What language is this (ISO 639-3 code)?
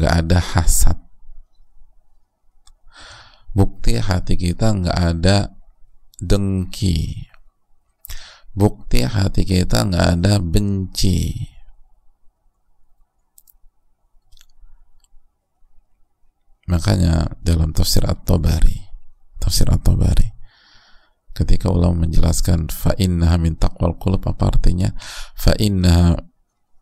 ind